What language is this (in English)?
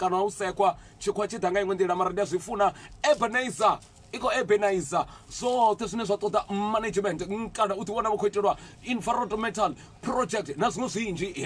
Venda